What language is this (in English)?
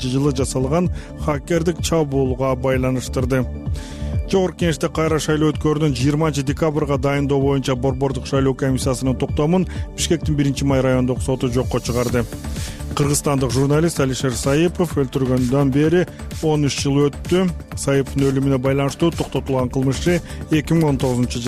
Kyrgyz